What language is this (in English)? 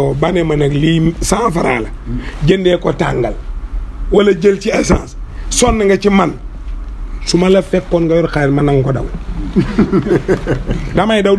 Wolof